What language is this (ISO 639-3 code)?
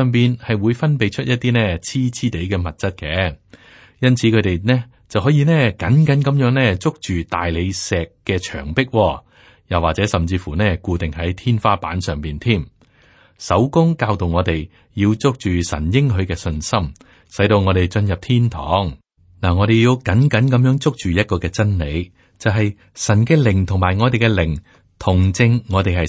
yue